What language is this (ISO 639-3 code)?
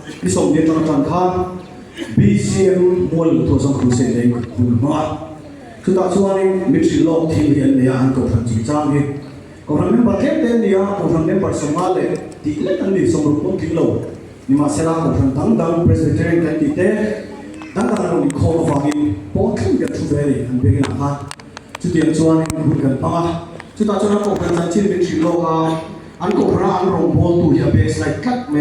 lus